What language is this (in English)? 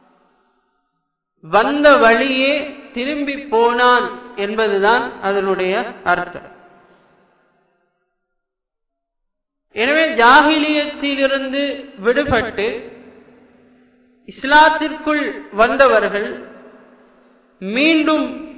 Tamil